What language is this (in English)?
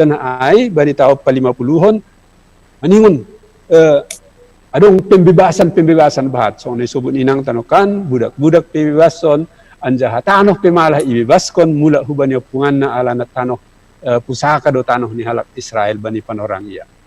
Batak Simalungun